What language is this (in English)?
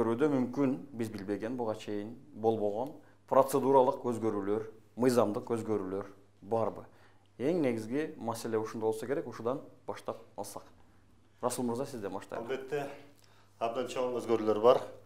Kyrgyz